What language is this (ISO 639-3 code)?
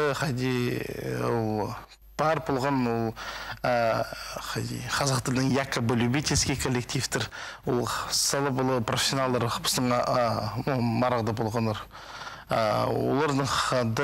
kjh